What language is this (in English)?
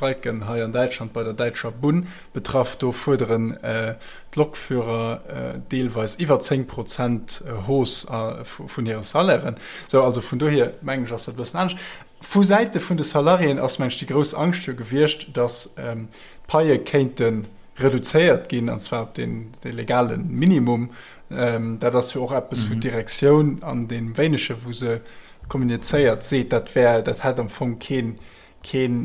Luxembourgish